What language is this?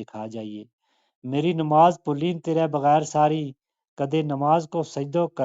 Gujari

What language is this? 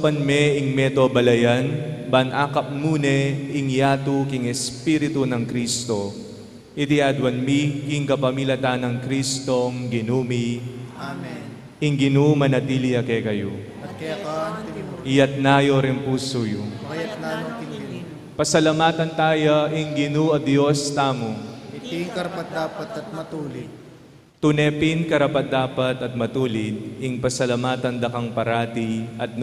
Pampanga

